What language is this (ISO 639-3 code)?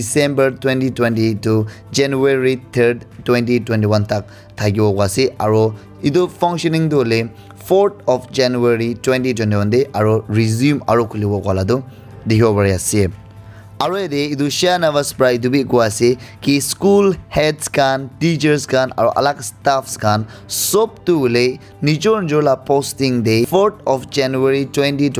nag